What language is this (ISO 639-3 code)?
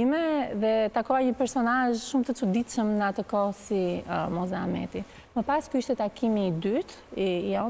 sqi